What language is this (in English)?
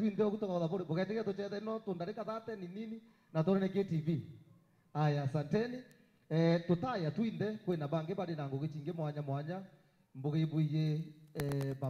Meru